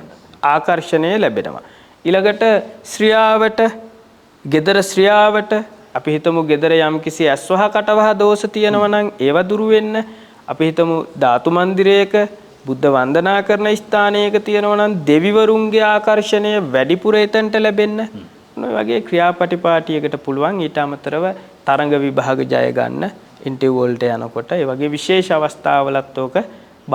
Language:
Sinhala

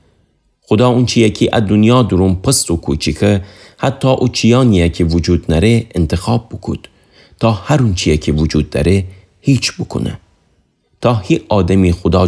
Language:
Gilaki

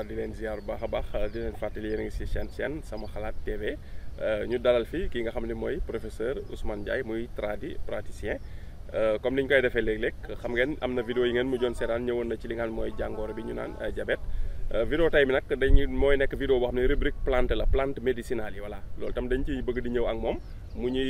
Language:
Wolof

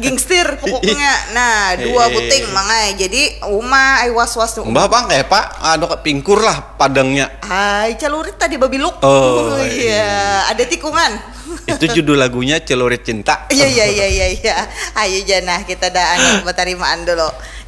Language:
Banjar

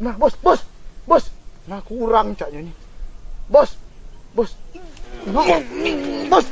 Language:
Musi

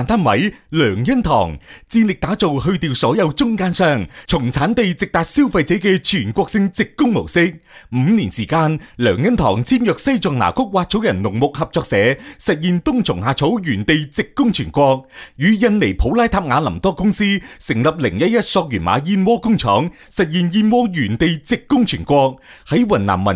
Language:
Cantonese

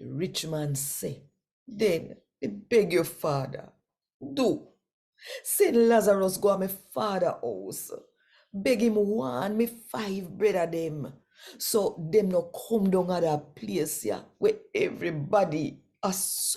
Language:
Jamaican Creole English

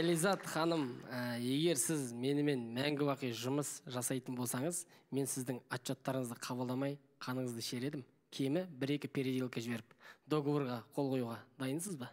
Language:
Kazakh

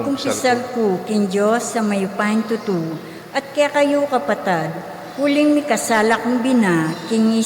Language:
Pampanga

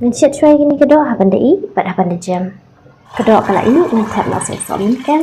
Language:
Khasi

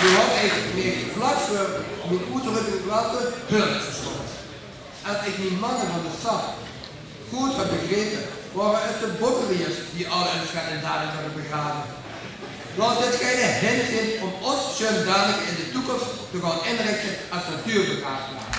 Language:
Limburgish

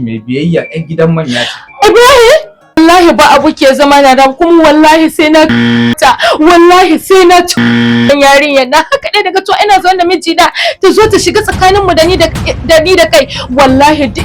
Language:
Hausa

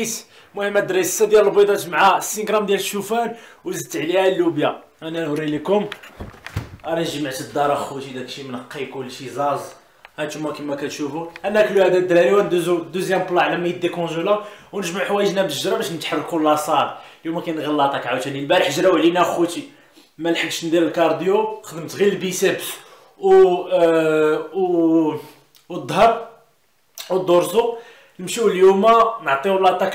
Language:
Moroccan Arabic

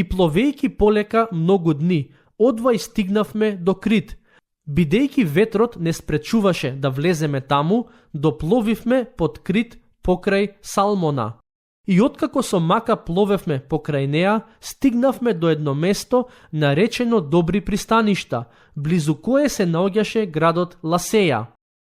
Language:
Macedonian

